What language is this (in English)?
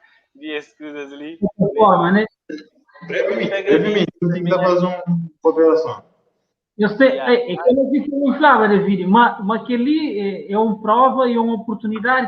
Kabuverdianu